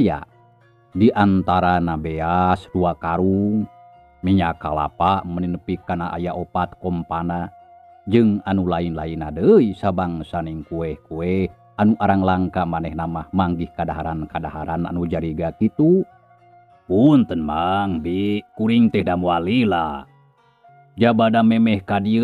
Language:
Sundanese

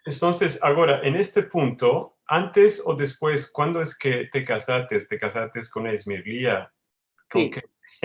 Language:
Ladino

